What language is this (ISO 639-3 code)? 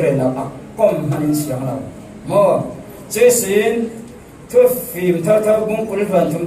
cfm